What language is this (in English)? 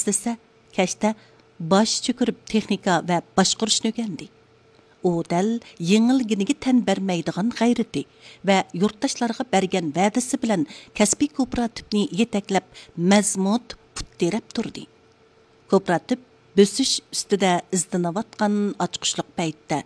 Uyghur